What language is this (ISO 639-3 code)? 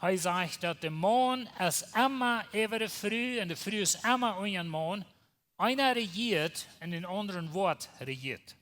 pdt